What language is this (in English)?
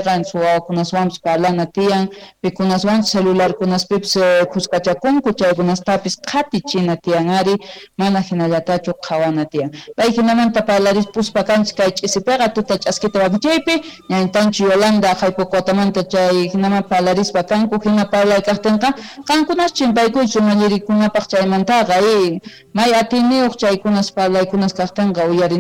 Quechua